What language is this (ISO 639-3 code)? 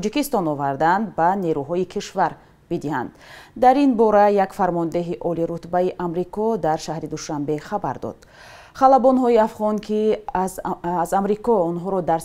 tgk